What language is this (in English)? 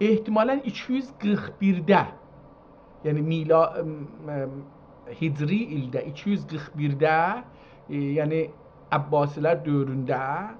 South Azerbaijani